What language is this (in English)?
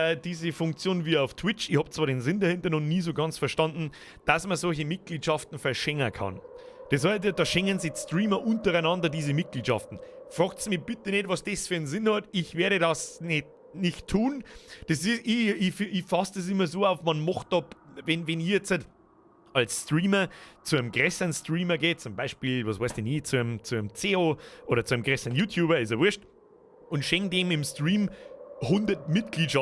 Bavarian